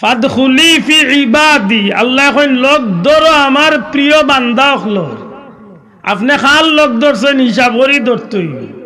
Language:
Sylheti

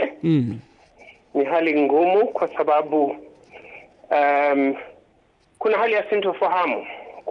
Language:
Swahili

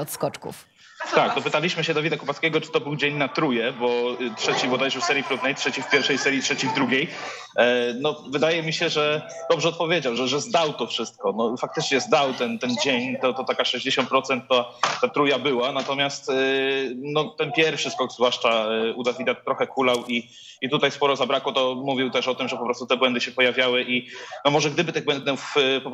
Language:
Polish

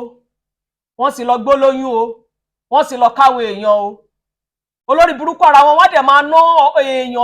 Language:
Yoruba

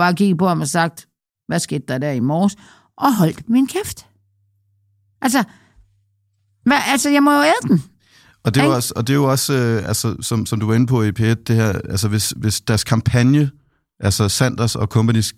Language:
Danish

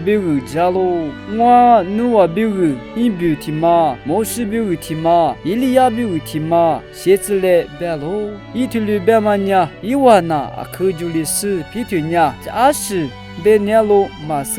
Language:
Lisu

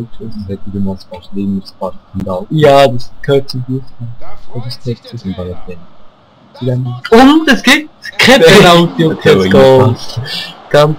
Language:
Swiss German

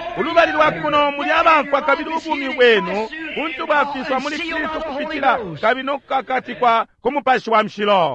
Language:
Bemba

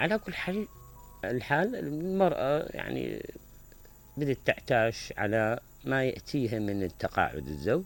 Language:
Mesopotamian Arabic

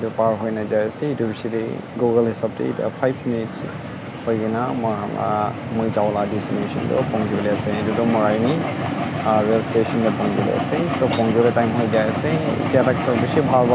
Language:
Naga Pidgin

